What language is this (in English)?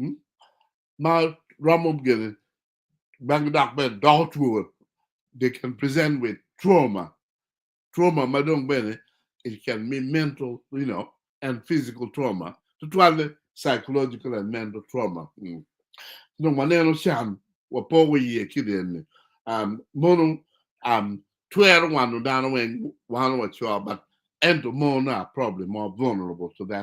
Acoli